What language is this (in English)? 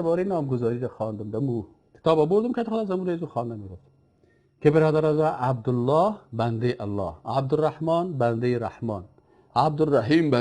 Persian